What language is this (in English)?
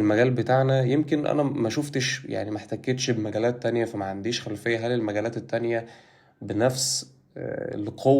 Egyptian Arabic